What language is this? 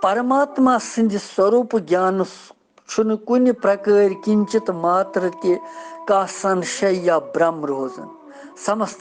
Kashmiri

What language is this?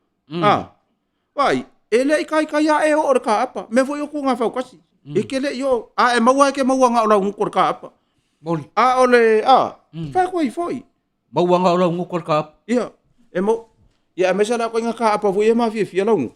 Samoan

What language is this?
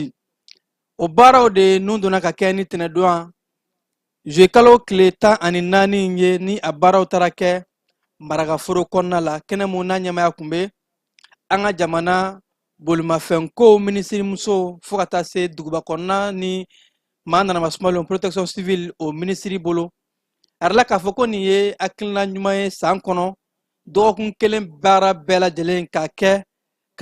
Bambara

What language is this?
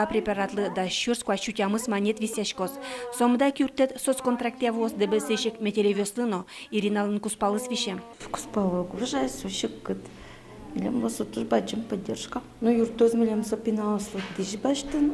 Udmurt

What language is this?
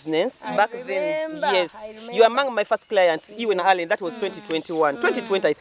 Nyoro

